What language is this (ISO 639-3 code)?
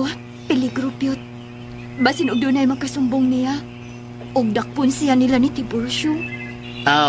ceb